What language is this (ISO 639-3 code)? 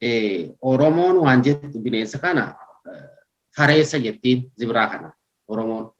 orm